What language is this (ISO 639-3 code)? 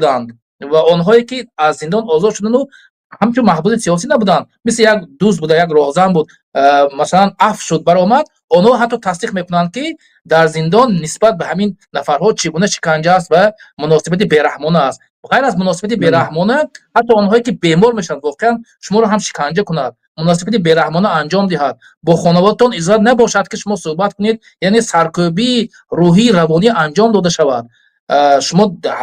tgk